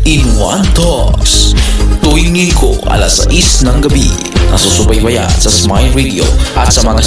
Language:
Filipino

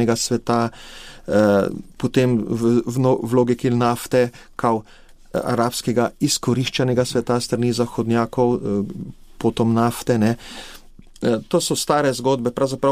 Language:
Slovenian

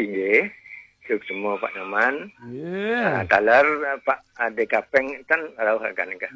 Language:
Balinese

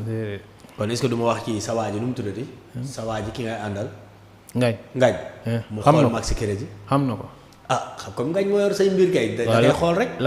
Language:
Wolof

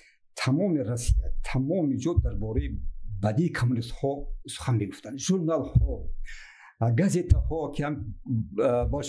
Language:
Tajik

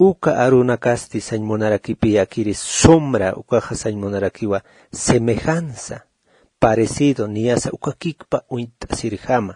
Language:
Aymara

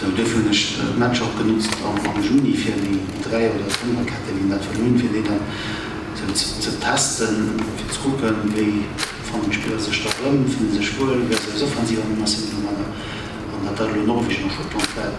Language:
Luxembourgish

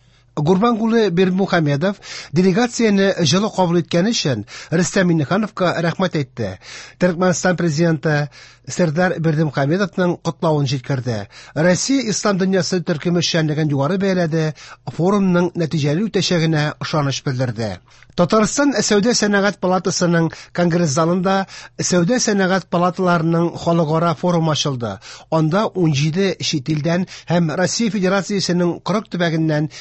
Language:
Tatar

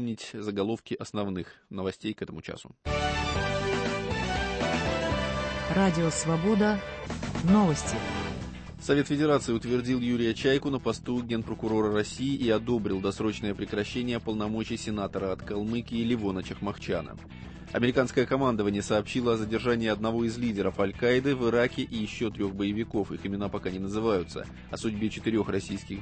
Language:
Russian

